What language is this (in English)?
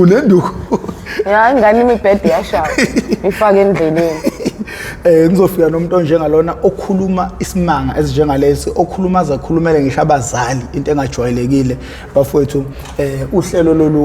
Zulu